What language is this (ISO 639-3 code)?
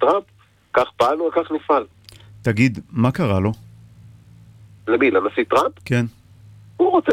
heb